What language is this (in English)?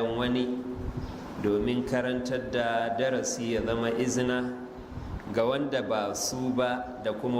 Hausa